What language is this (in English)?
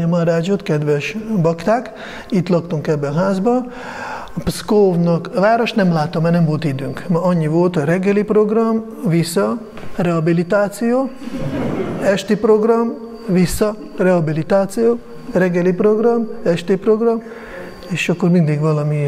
Hungarian